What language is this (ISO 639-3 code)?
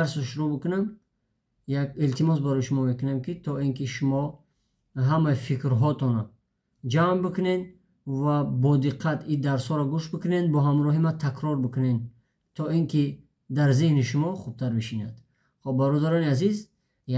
tgk